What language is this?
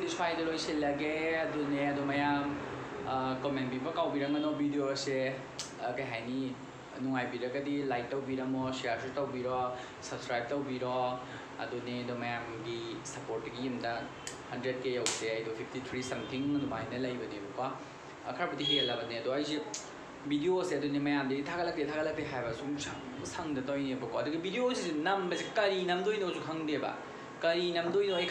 Manipuri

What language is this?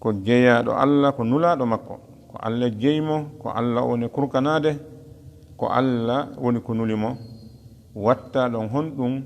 Fula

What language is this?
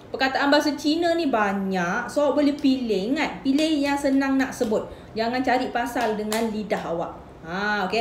Malay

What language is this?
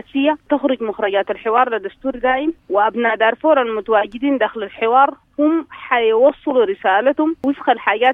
Sudanese Arabic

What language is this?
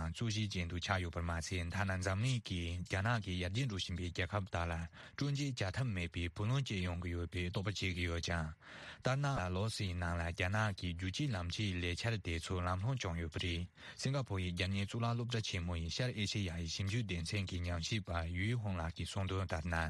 Tibetan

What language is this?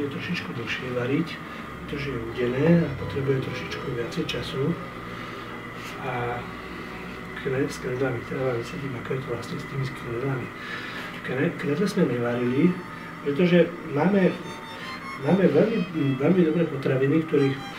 Slovak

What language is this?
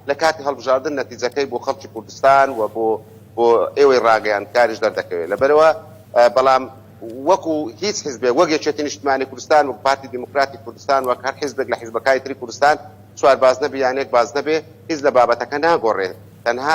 Central Kurdish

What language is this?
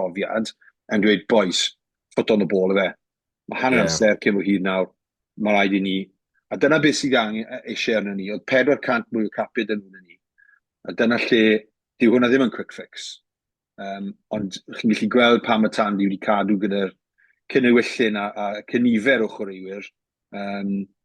Welsh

